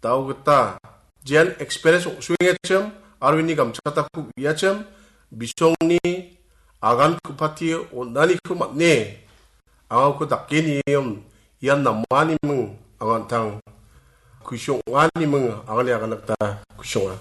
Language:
Garo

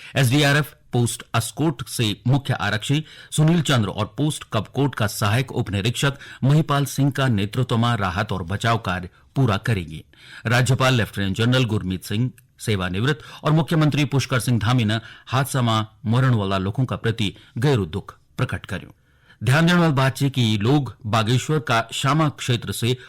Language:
Garhwali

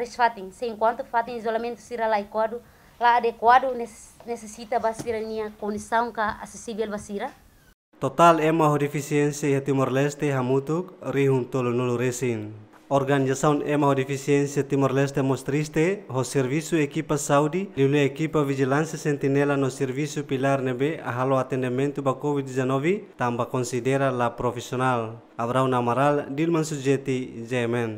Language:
Tetum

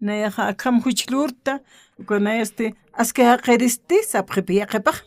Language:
Aymara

